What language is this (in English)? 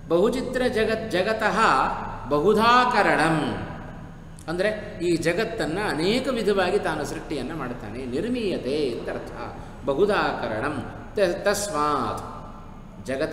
Kannada